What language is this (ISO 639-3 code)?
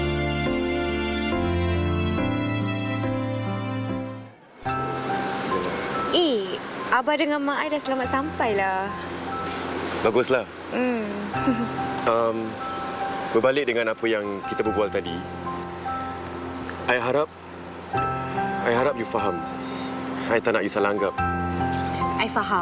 msa